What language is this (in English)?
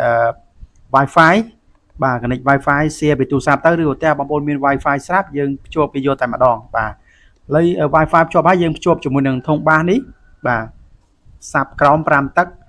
Khmer